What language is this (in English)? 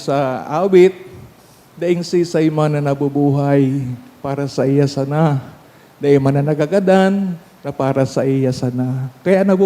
Bikol